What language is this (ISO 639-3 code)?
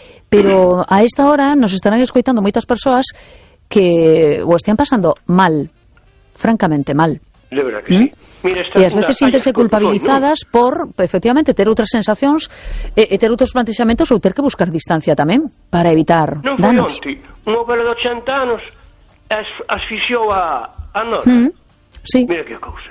glg